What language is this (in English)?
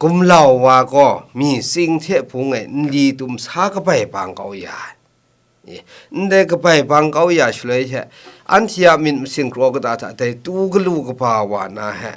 Kachin